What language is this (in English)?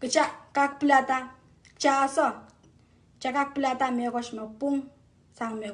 Pohnpeian